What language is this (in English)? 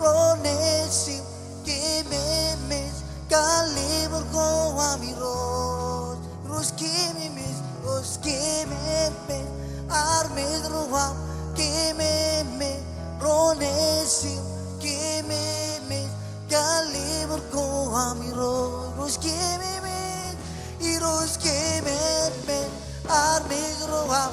Marshallese